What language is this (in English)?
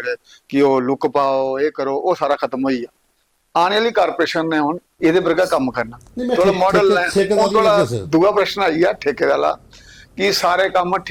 Dogri